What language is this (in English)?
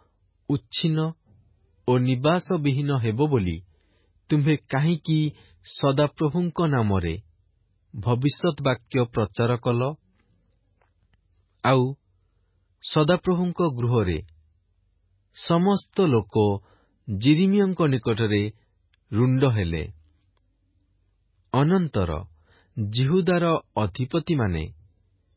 Odia